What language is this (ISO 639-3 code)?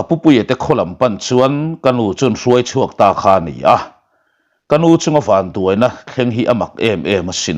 lus